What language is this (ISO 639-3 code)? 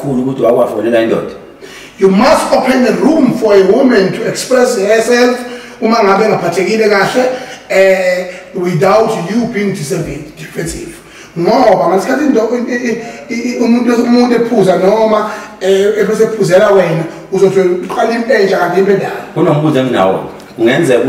zul